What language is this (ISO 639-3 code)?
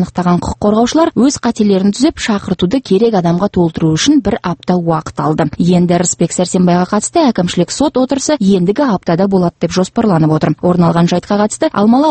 kaz